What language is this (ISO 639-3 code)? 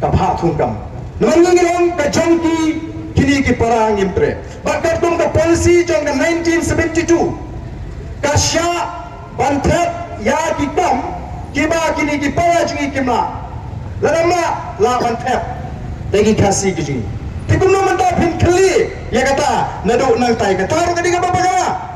kha